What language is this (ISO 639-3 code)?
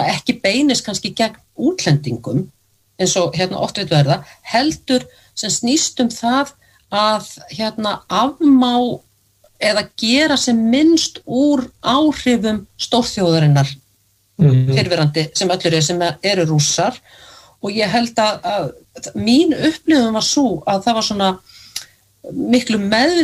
isl